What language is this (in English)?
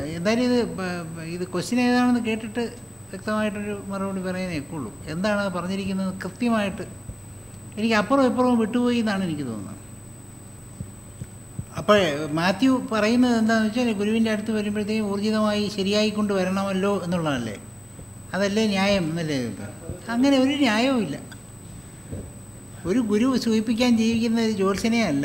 Malayalam